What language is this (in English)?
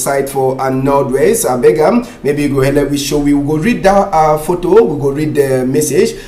Cameroon Pidgin